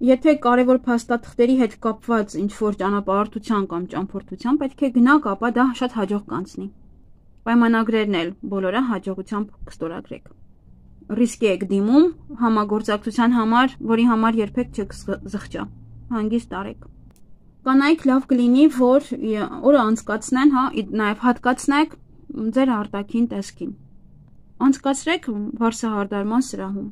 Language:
Armenian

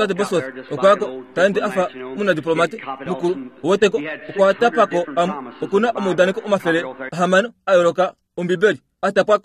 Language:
Kuanyama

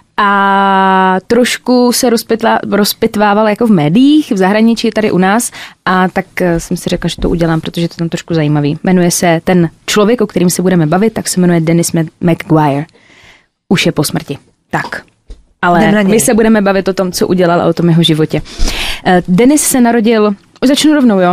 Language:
Czech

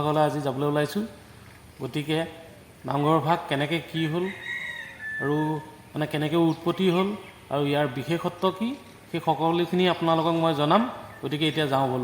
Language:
Assamese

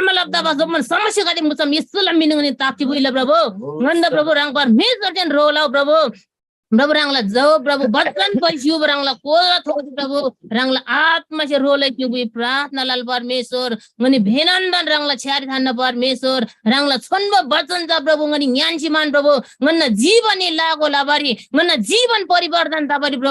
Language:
Eastern Tamang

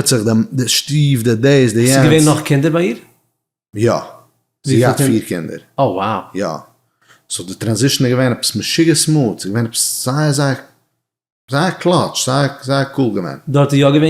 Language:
Yiddish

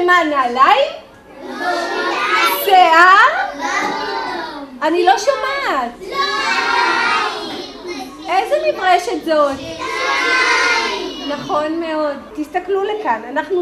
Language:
Hebrew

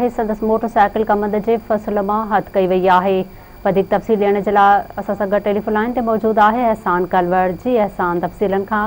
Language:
Sindhi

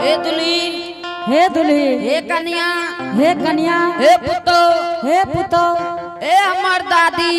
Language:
Angika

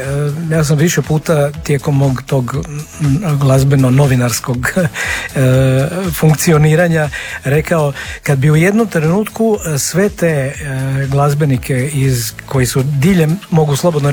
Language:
Croatian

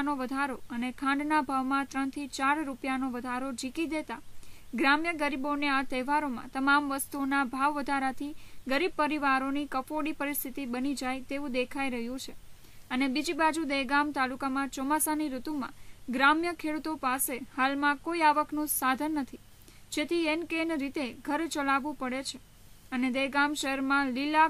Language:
Gujarati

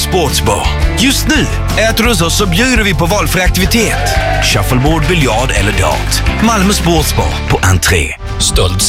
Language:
Swedish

